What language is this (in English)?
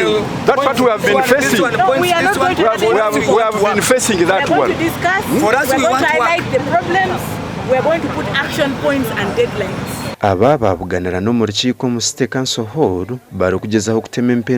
Nyankole